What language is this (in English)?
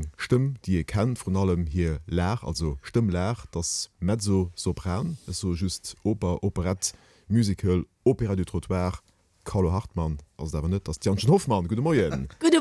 Luxembourgish